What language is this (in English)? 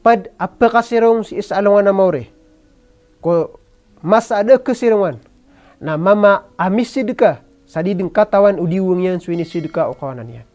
Maranao